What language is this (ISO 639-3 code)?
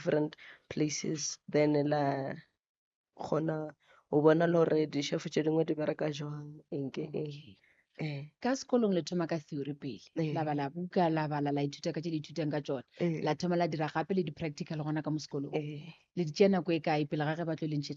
nso